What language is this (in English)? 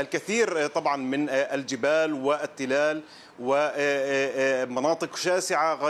Arabic